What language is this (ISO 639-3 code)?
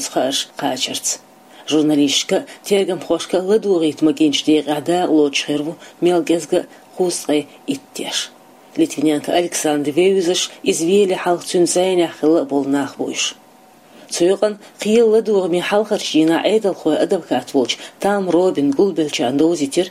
che